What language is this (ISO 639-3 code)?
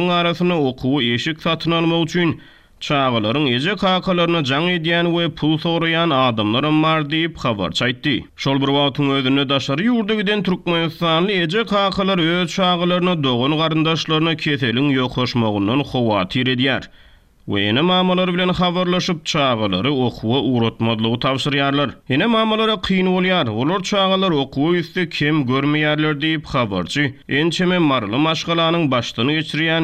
tuk